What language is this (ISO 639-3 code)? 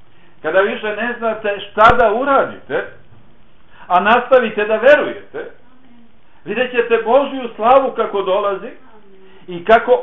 bos